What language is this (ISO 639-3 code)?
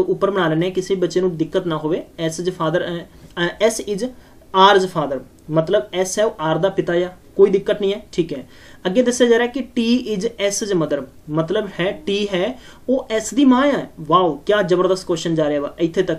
pan